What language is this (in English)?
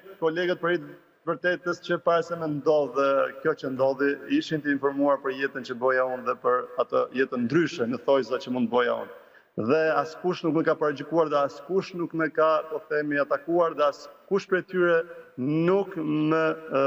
Albanian